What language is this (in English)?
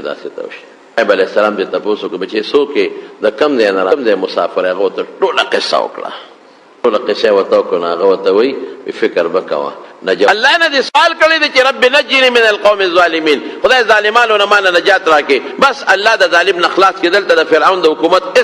Pashto